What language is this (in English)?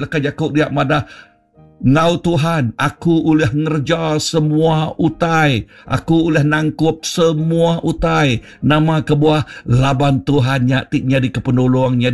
Iban